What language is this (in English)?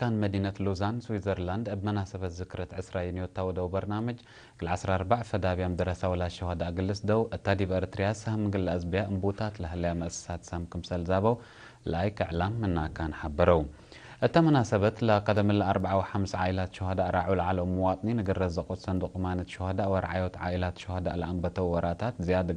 Tigre